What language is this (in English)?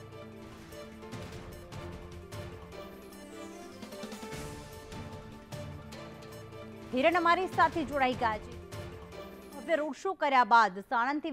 Gujarati